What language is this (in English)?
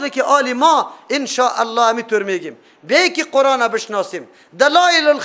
Persian